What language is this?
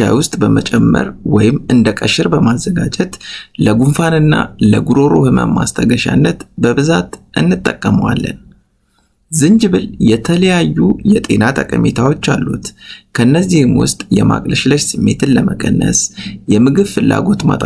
Amharic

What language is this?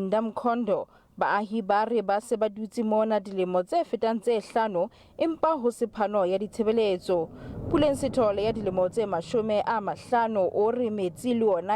Southern Sotho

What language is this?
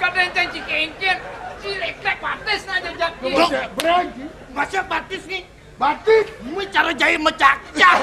Balinese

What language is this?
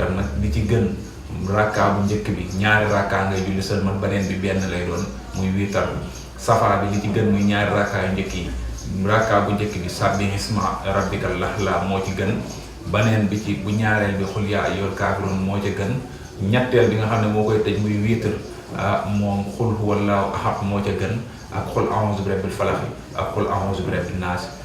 Wolof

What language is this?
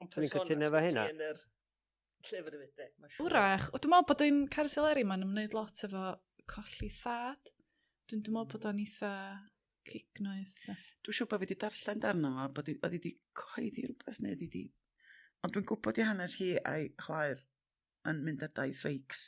Welsh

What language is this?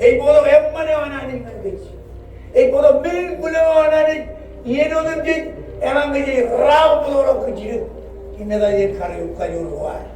Marshallese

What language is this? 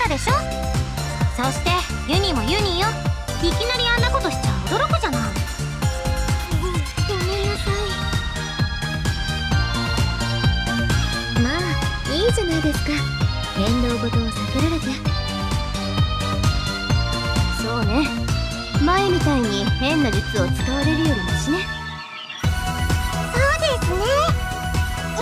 Japanese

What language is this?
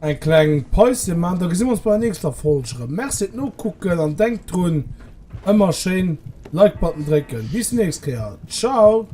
Luxembourgish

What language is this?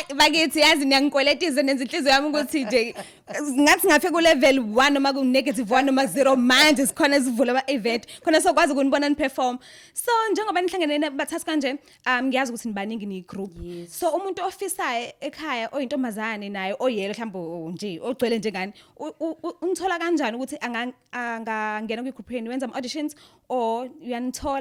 Zulu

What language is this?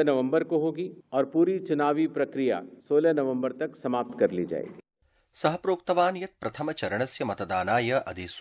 Sanskrit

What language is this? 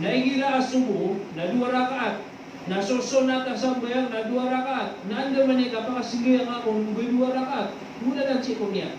Maranao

